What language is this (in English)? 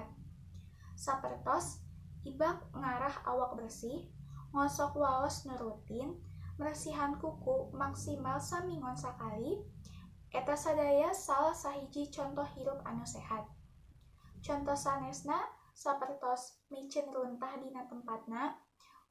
Sundanese